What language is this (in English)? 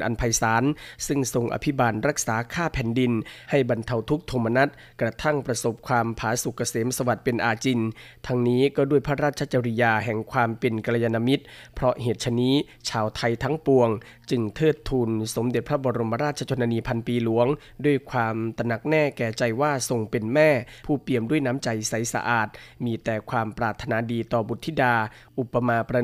Thai